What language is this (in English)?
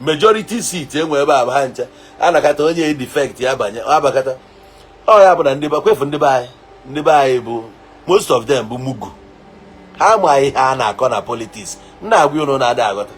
Igbo